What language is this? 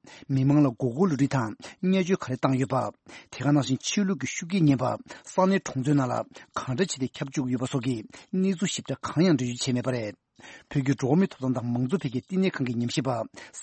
Tibetan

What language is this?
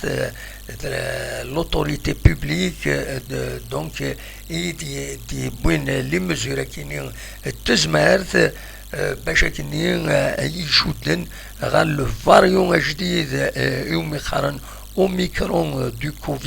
Kabyle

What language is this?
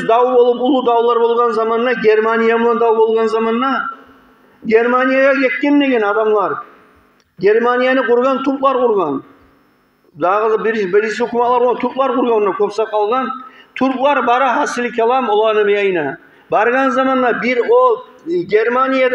Kumyk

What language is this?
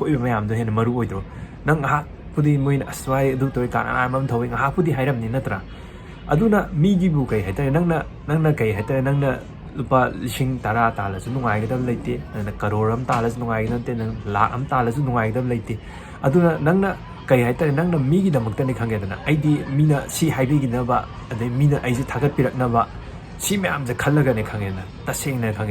Manipuri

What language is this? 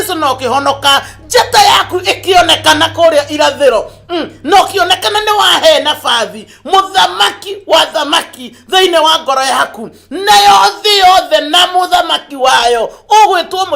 Kikuyu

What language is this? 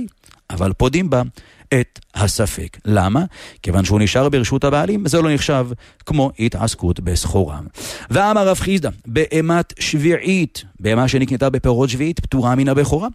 Hebrew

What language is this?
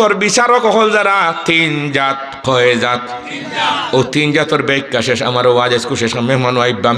Sylheti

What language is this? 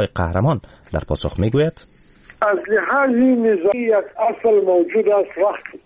Persian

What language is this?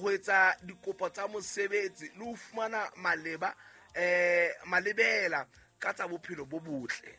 Southern Sotho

